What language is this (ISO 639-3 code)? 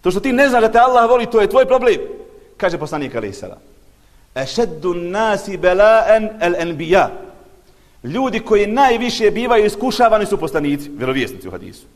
bos